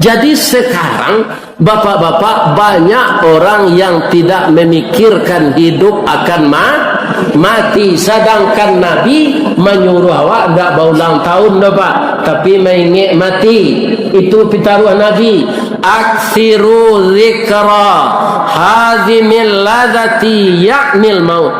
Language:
Minangkabau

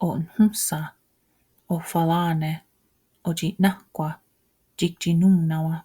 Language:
Mohawk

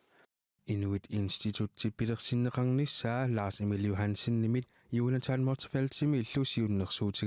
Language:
Kalaallisut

